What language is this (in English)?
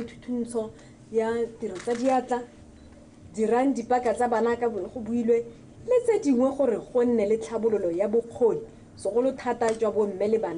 Tswana